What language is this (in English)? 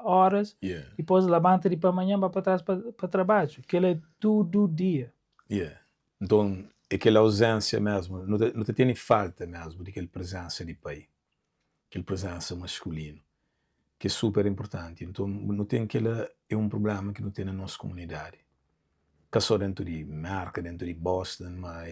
Kabuverdianu